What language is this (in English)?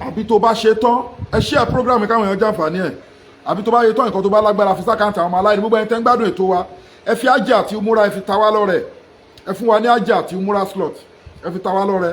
Yoruba